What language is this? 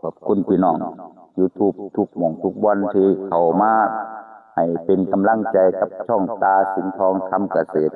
Northeastern Thai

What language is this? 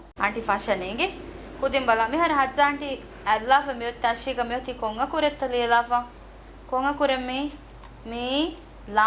Divehi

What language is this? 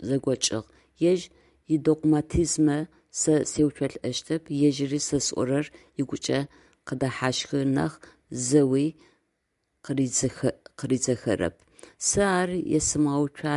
Adyghe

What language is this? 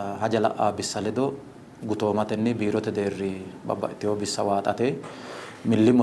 Sidamo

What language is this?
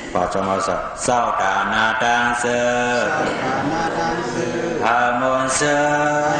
Shan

